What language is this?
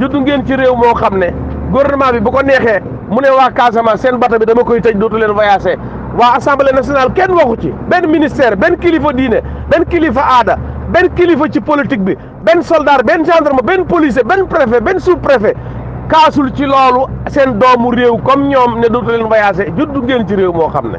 Wolof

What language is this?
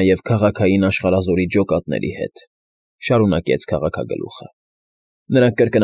Armenian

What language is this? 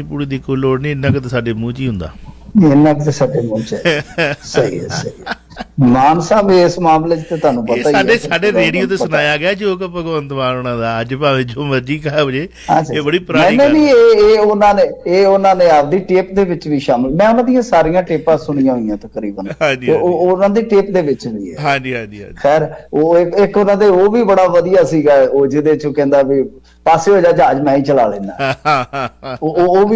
Punjabi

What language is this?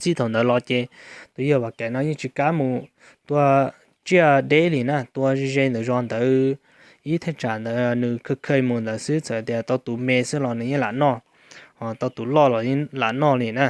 Hmong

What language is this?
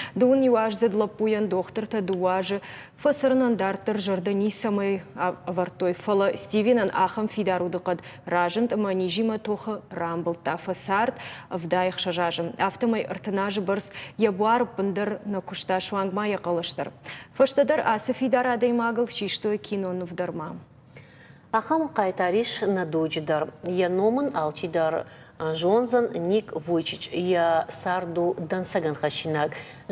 Ossetic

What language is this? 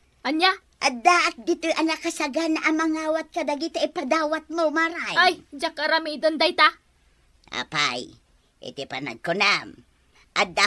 Iloko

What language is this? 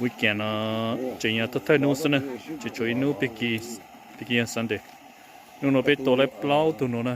Hmong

